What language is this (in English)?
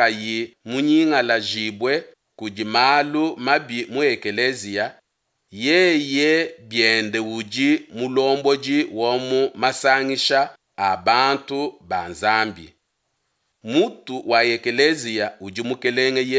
Luba-Lulua